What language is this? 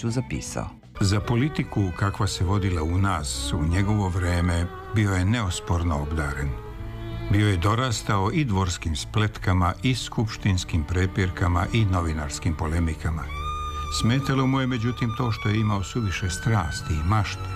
Serbian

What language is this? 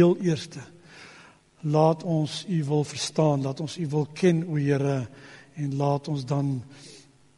Afrikaans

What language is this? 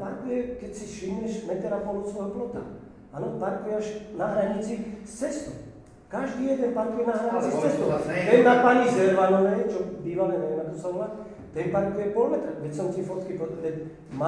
Slovak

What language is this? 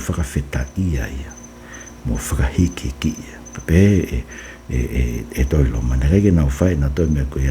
Tongan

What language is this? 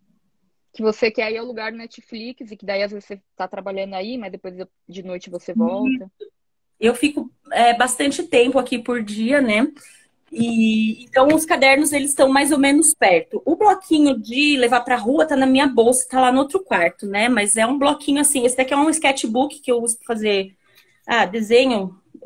Portuguese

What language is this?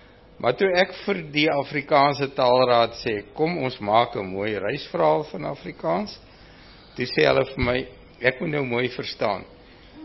Afrikaans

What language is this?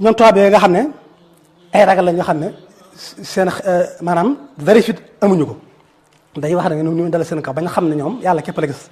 Wolof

